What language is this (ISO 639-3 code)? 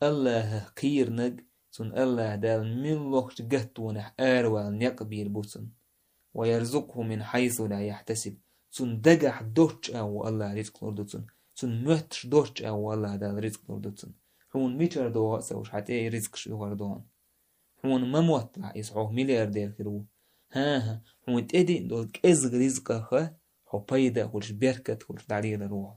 che